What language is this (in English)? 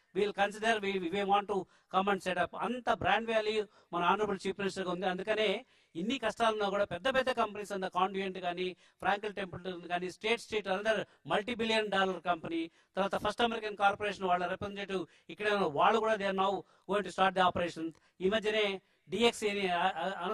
Telugu